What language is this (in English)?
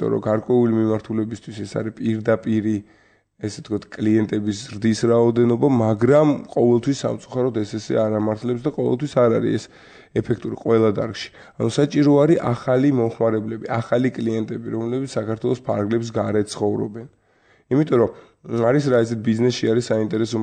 Georgian